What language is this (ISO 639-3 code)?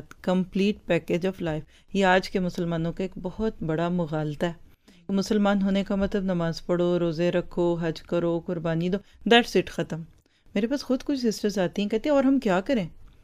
urd